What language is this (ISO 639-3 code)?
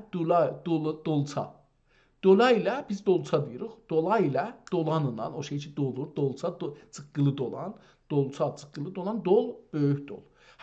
azb